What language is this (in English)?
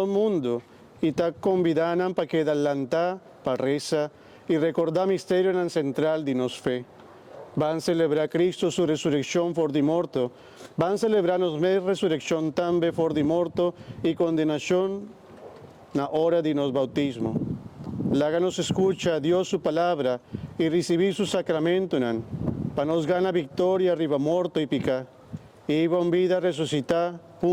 Papiamento